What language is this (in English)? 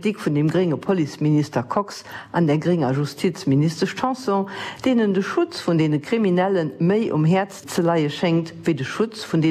Luxembourgish